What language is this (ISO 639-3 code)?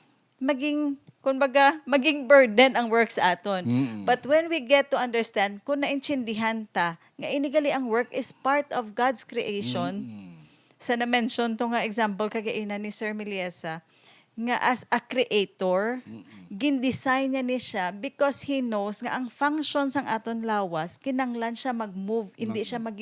hil